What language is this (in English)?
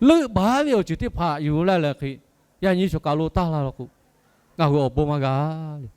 Lahu